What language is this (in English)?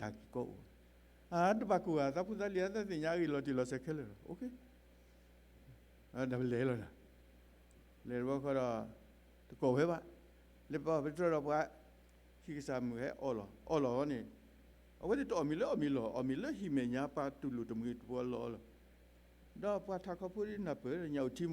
S'gaw Karen